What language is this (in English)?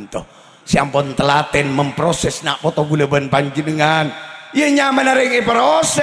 Madurese